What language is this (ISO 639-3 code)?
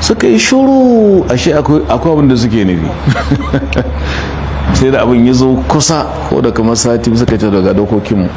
hau